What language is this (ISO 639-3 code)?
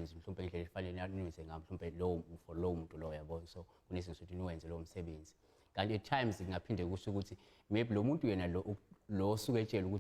zul